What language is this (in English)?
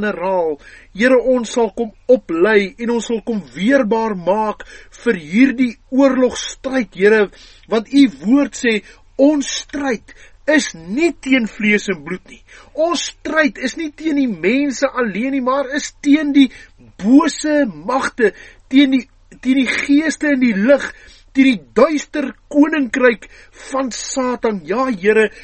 Afrikaans